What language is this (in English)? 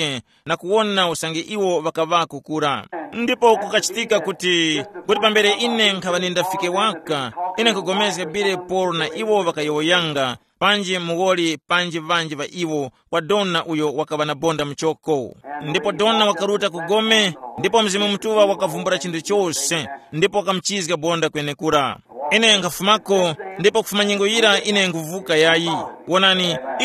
Tumbuka